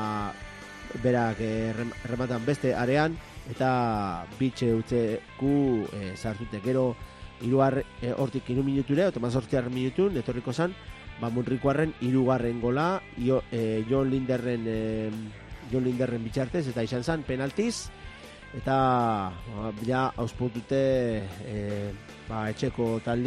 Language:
Basque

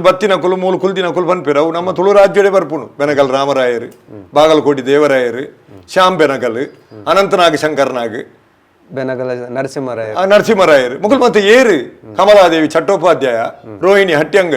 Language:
Tulu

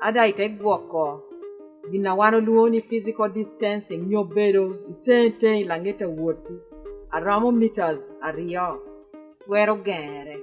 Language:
Lango (Uganda)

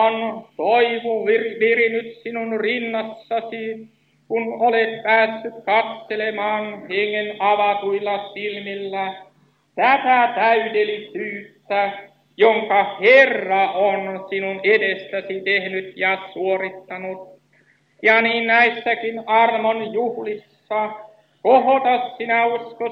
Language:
Finnish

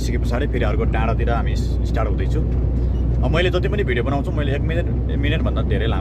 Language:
Nepali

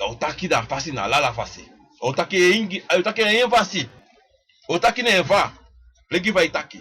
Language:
Sranan Tongo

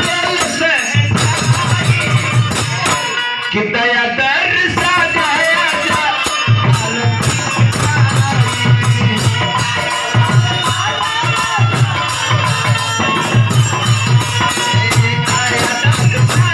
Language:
Bhojpuri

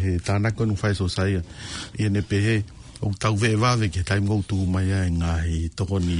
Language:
Tongan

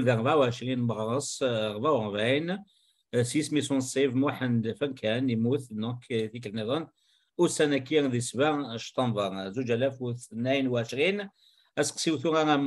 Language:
Kabyle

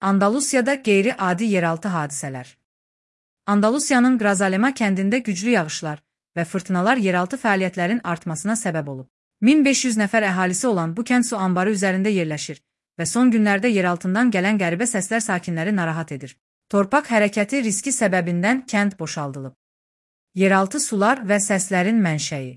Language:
Azerbaijani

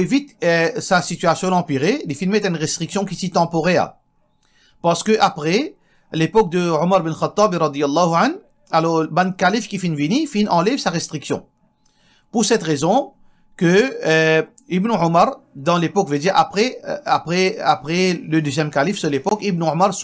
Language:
Morisyen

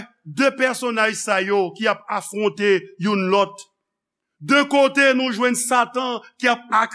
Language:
Haitian Creole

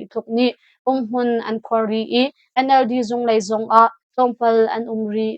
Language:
Hakha Chin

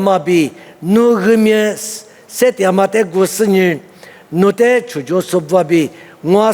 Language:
Lisu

